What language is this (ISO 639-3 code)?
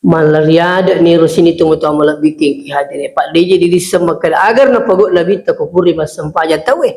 bug